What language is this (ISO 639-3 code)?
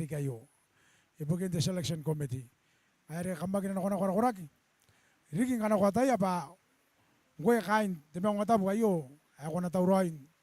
gil